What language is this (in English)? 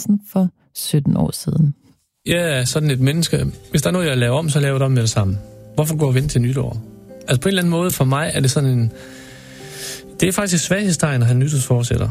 Danish